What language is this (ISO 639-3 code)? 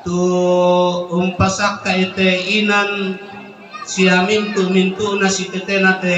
sda